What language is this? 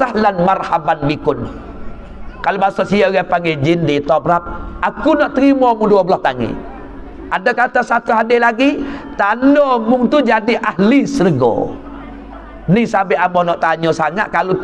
Pattani Malay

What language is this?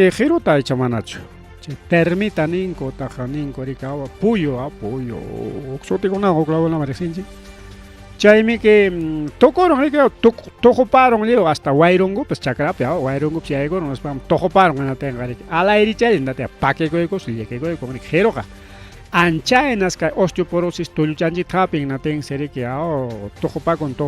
Ayacucho Quechua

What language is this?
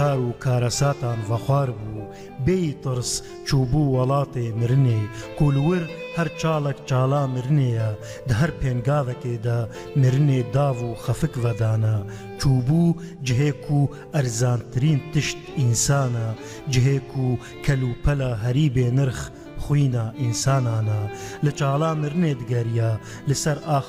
Kurdish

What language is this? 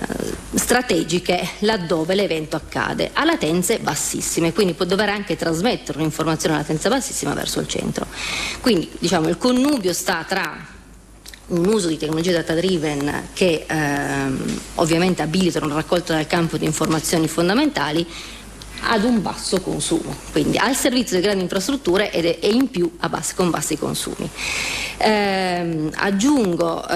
Italian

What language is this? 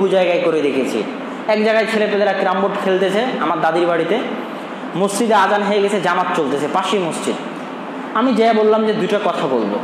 Bangla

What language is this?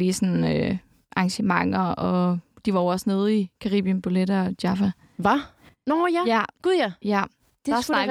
Danish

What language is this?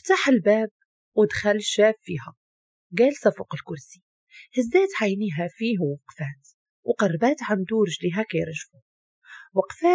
Moroccan Arabic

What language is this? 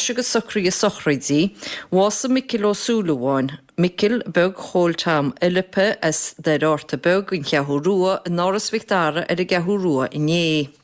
Irish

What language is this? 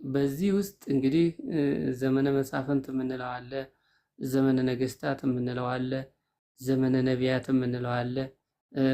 Amharic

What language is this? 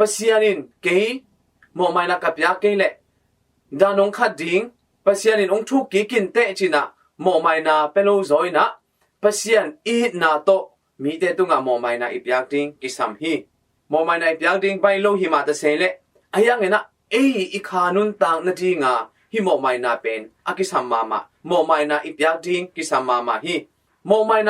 Tedim Chin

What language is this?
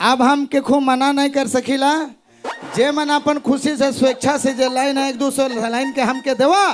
Sadri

